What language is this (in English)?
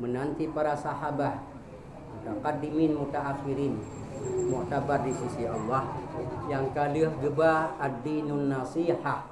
Achinese